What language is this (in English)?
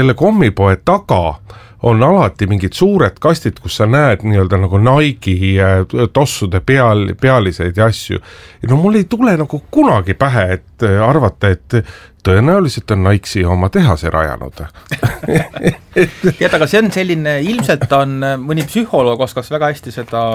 Estonian